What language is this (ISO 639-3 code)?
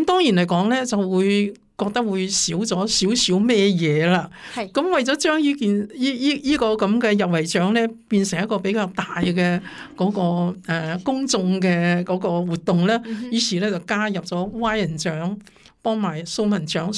yue